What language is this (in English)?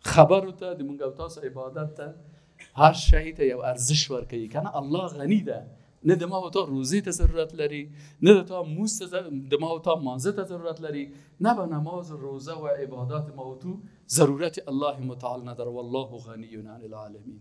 Persian